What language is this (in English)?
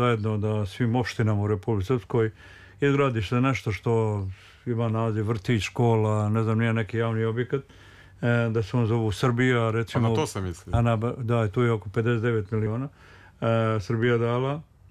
Serbian